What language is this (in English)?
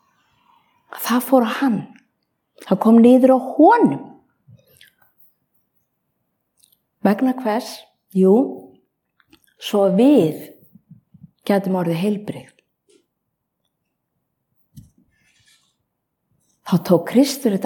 Icelandic